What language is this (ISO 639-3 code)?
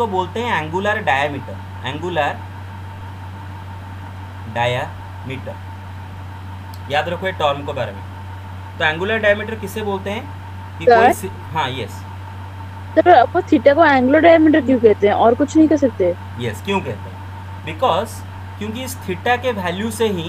hin